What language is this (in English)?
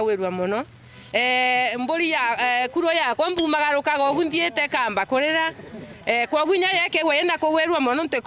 Meru